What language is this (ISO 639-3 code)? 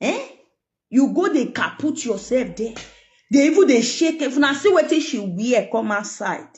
pcm